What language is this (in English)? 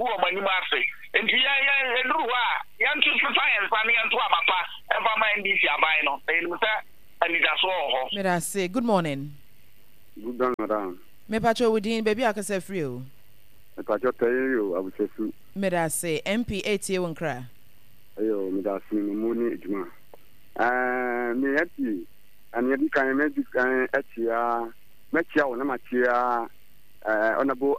Akan